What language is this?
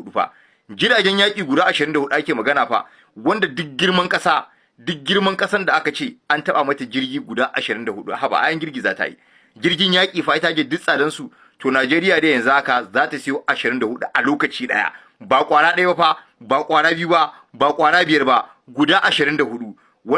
Hausa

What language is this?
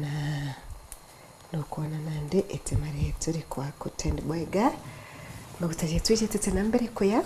Meru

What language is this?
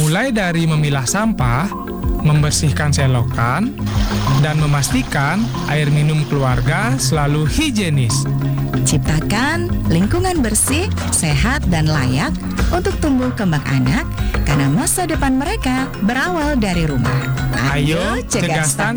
Indonesian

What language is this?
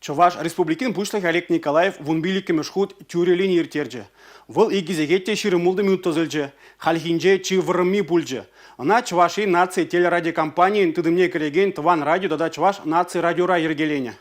Chuvash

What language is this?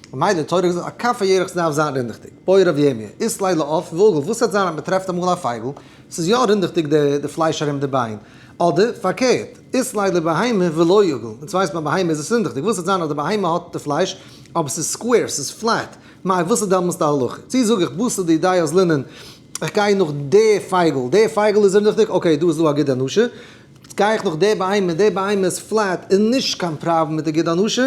Yiddish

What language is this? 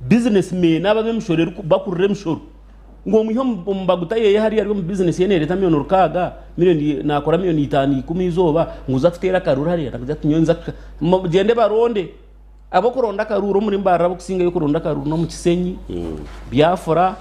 Nyankole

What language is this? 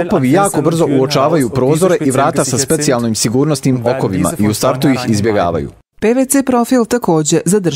Bosnian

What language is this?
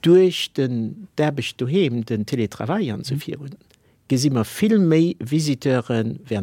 Luxembourgish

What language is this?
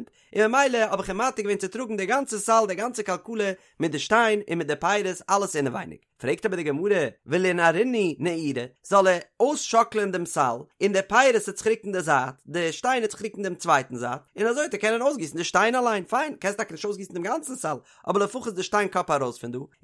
Yiddish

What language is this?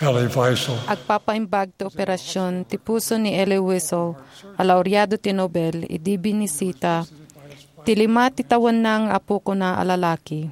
Iloko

